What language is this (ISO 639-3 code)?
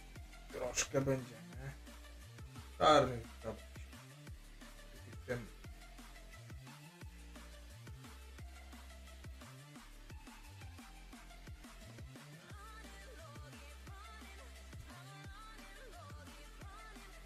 pol